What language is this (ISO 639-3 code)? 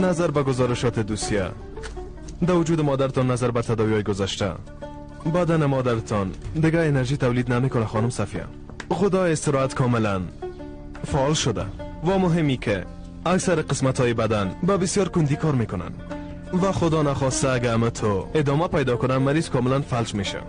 fas